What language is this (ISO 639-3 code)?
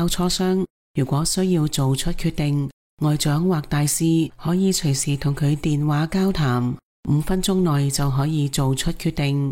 yue